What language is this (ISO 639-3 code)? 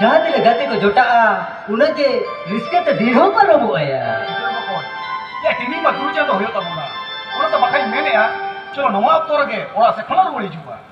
sat